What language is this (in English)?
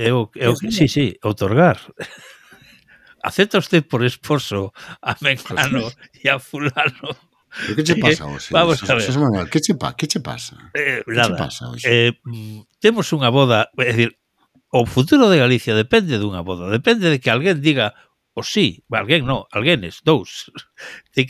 Galician